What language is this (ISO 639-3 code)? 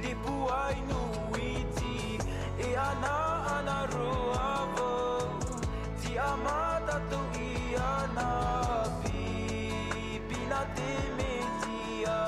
tah